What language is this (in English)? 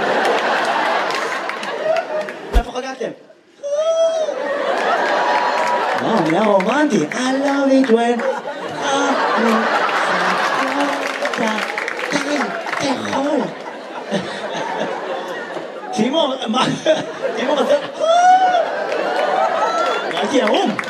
Hebrew